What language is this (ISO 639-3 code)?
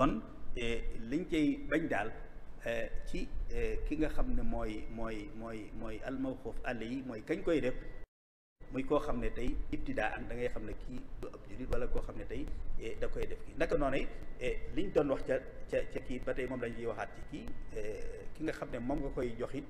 wol